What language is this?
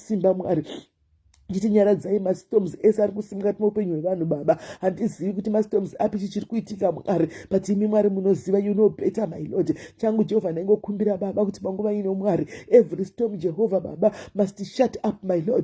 Shona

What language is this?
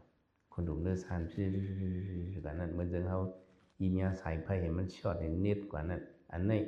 Shan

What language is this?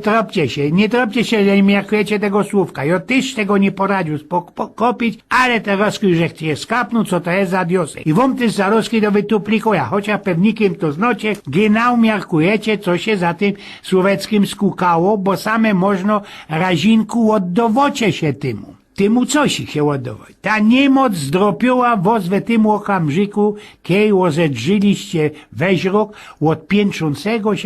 Silesian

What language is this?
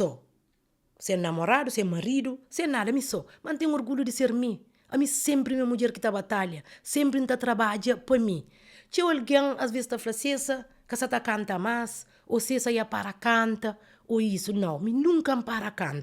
Kabuverdianu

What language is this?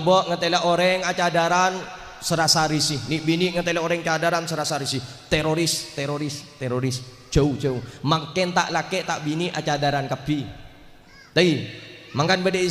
Madurese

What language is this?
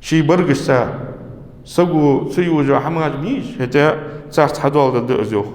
Ingush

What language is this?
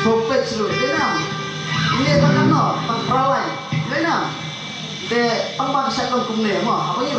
Khasi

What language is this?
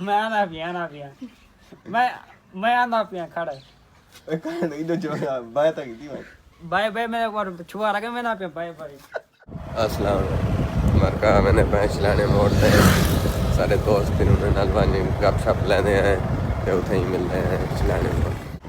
Saraiki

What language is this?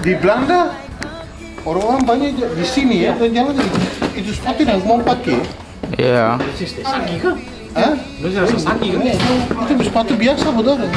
Ambonese Malay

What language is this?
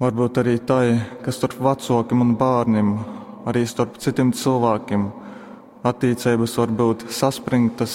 Latgalian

